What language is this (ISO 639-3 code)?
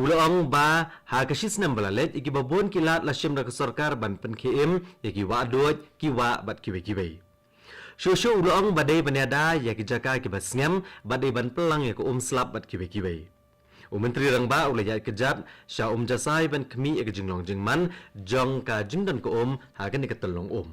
kha